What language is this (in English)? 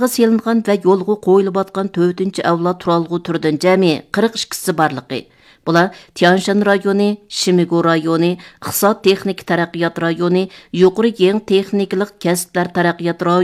Uyghur